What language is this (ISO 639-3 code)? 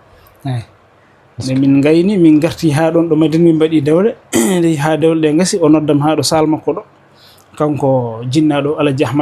ful